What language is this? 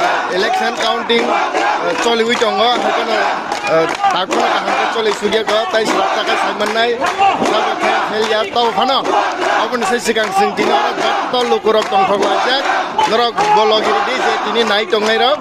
Kok Borok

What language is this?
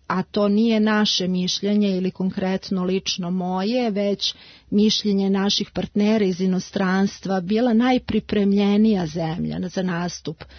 Serbian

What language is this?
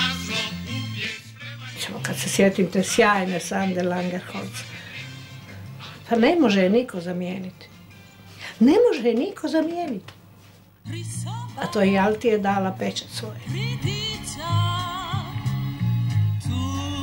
Croatian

